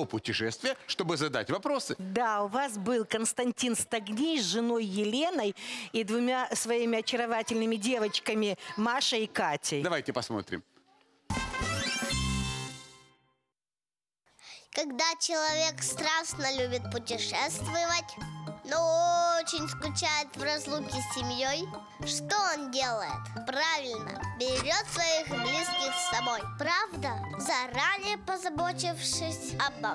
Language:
Russian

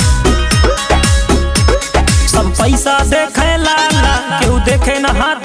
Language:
Bhojpuri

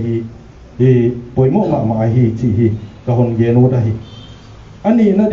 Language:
Paite Chin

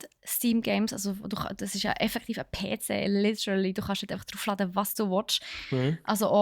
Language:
Swiss German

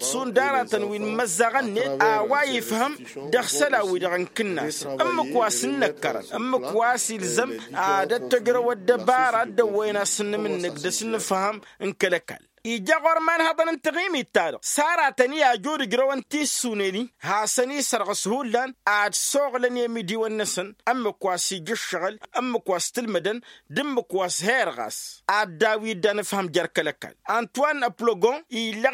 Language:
Tamasheq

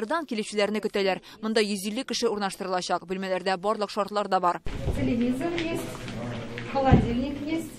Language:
Tatar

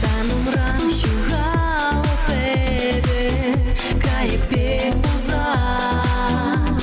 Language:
Chuvash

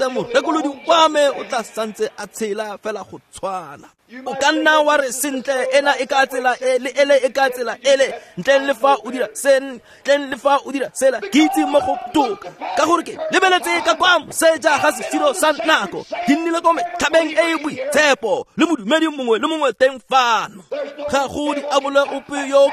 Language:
Tswana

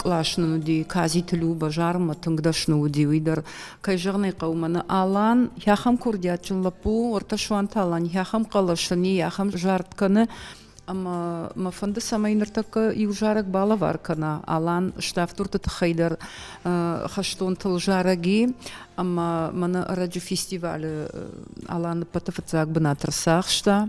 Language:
Ossetic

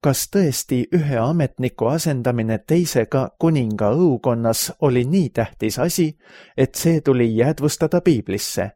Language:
Estonian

